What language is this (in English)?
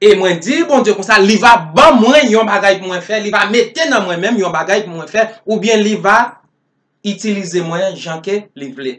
Haitian Creole